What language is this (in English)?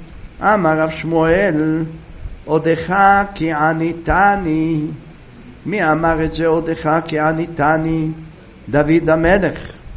Hebrew